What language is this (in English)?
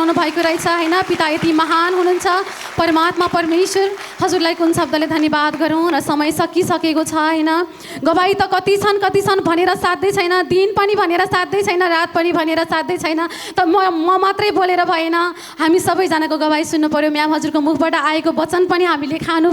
Nepali